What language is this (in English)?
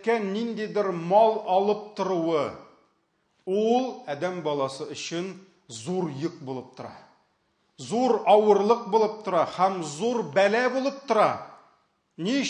Tatar